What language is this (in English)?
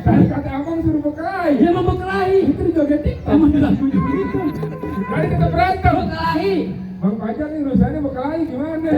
Betawi